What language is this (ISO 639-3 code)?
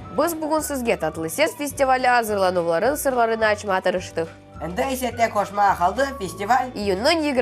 crh